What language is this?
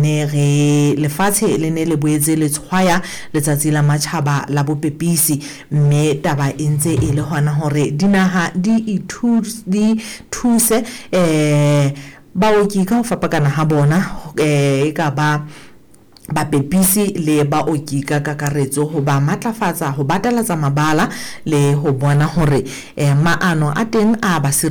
Southern Sotho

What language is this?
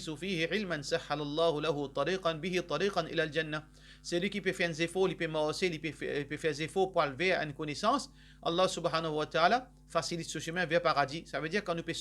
Morisyen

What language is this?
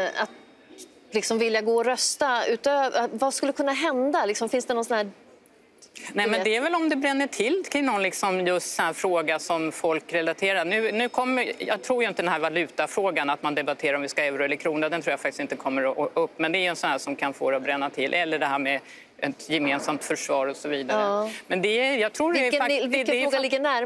Swedish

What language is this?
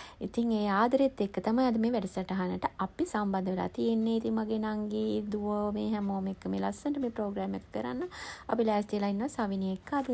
Sinhala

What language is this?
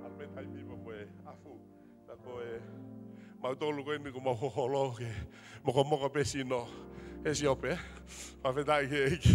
Tongan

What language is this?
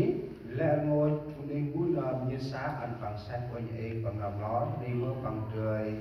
Central Mnong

